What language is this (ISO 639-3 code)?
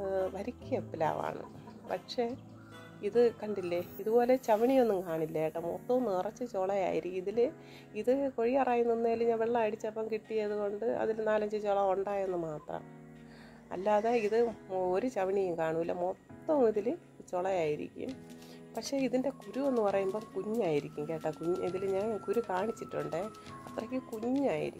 mal